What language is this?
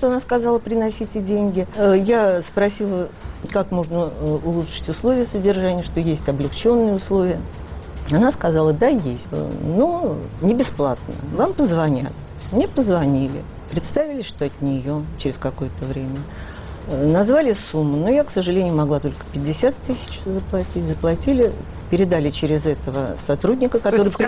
Russian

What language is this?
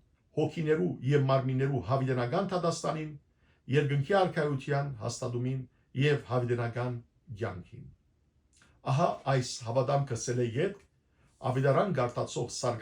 Western Armenian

